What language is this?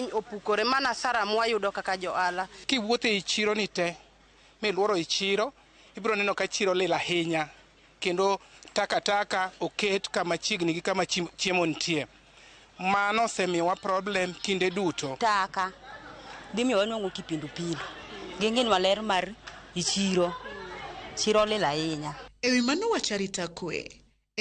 Luo (Kenya and Tanzania)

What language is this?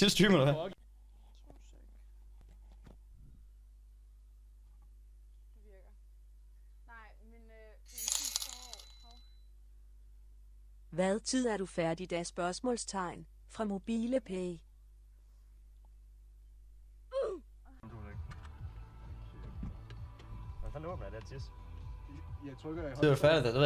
Danish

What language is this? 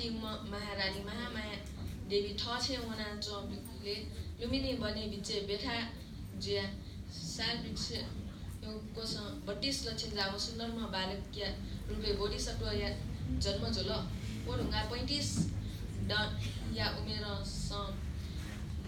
Newari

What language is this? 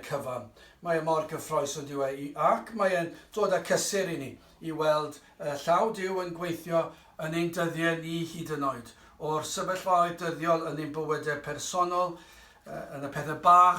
Welsh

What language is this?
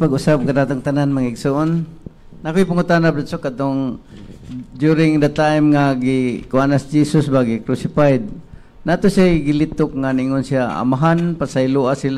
Cebuano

